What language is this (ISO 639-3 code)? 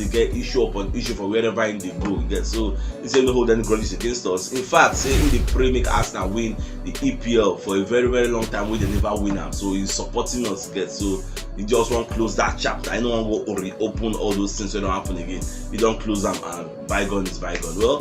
pcm